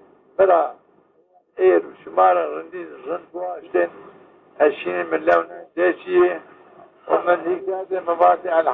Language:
Zaza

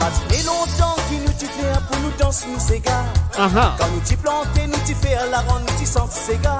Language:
Morisyen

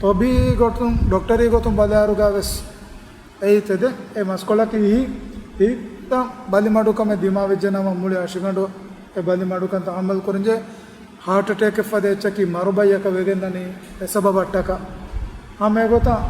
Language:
Divehi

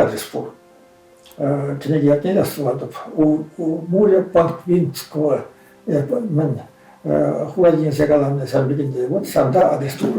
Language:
Chuvash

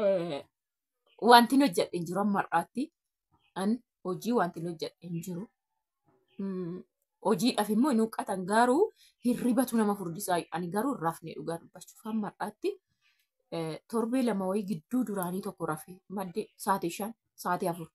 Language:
Oromo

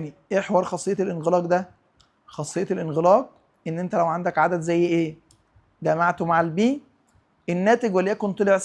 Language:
Egyptian Arabic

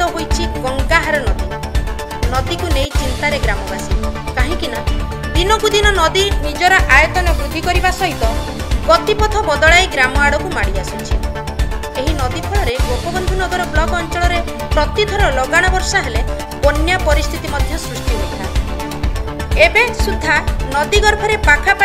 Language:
Odia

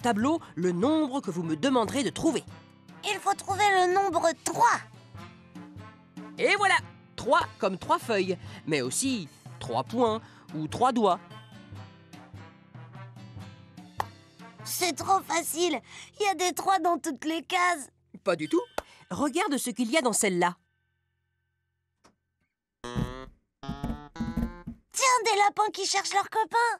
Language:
French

